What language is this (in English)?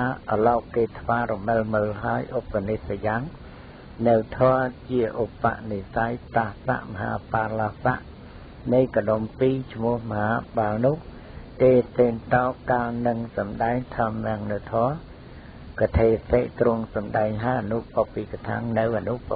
Khmer